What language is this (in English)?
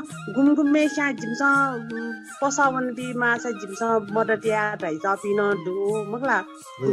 Newari